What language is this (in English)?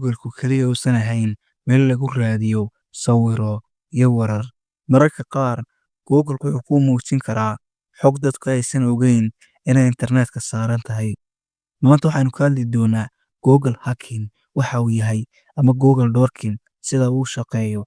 Somali